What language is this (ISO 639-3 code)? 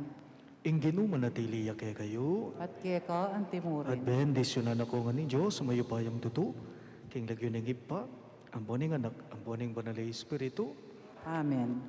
pam